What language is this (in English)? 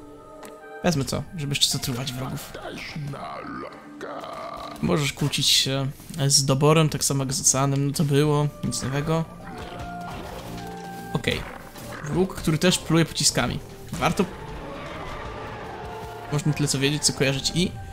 Polish